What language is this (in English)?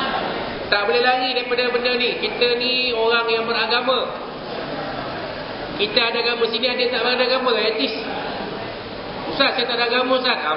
Malay